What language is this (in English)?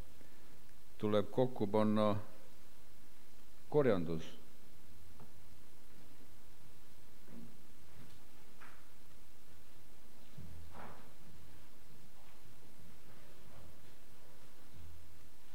Estonian